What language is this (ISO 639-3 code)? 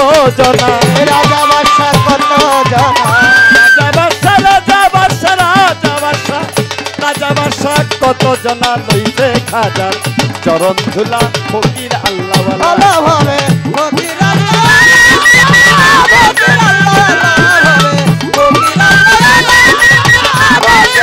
ben